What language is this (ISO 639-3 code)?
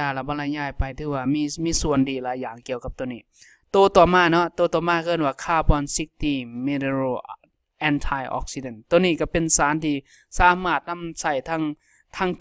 lao